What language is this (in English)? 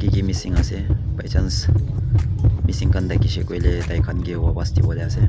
Naga Pidgin